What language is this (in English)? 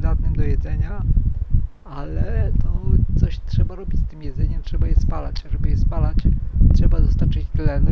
Polish